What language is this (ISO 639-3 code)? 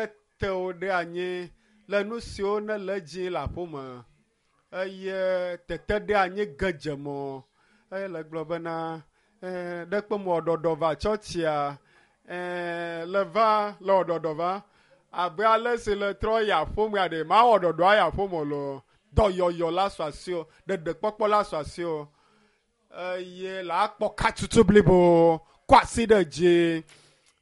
ewe